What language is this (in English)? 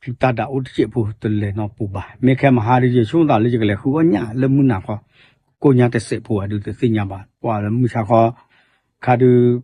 S'gaw Karen